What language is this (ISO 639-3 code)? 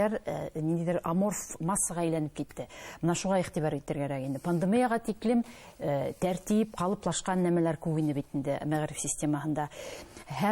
bak